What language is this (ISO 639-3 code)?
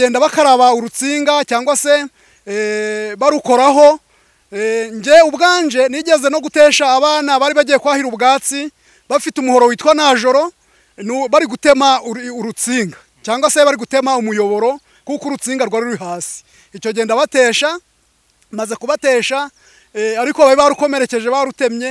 kin